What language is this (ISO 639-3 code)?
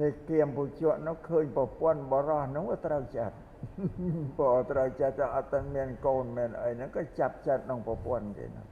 khm